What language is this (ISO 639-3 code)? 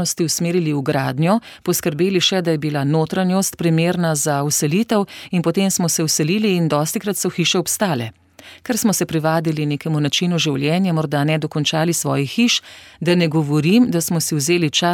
slv